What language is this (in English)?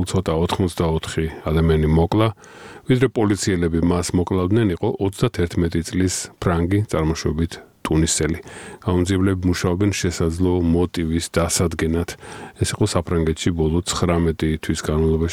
Georgian